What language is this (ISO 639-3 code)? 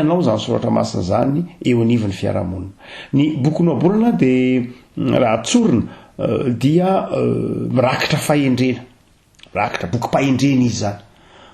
mlg